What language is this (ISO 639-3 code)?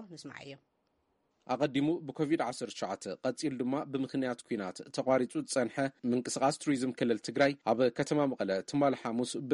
tir